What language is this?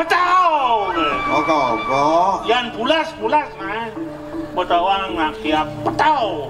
Balinese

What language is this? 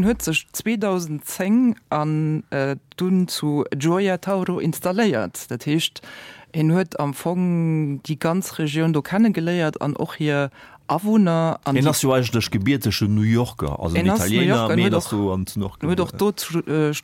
Luxembourgish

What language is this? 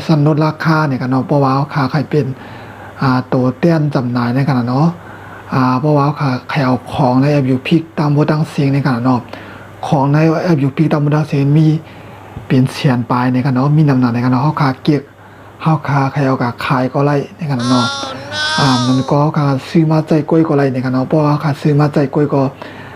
Shan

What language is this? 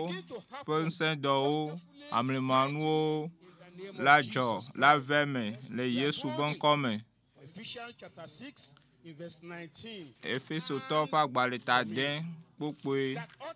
Ewe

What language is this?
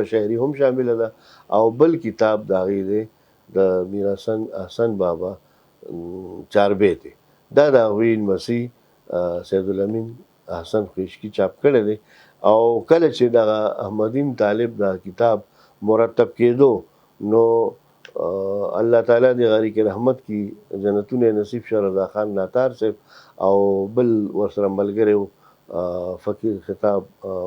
Pashto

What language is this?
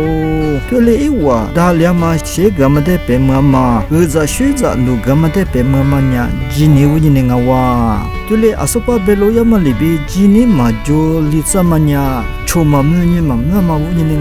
Lisu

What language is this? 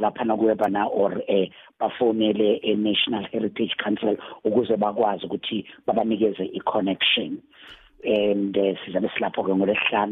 South Ndebele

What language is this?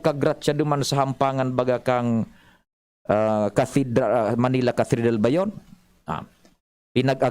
Bikol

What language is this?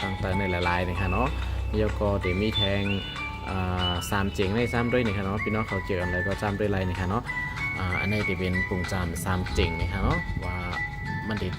Shan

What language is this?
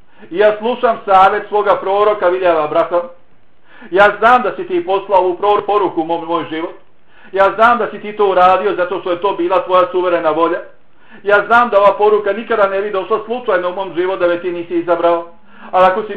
Bosnian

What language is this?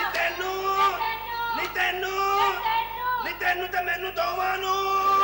Punjabi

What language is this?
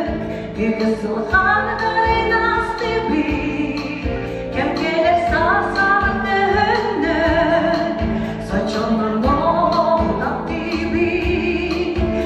Yakut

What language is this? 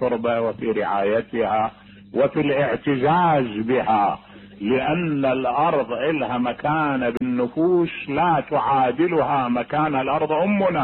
Mesopotamian Arabic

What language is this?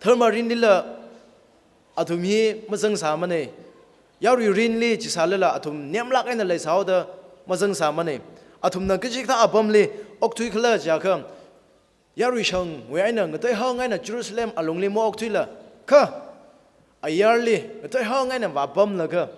Tangkhul Naga (India)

